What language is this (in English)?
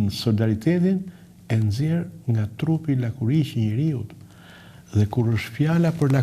Albanian